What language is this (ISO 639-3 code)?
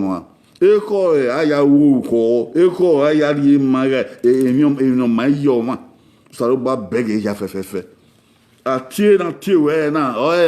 bin